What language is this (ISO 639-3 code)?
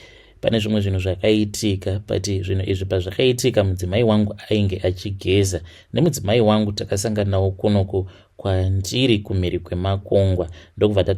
sna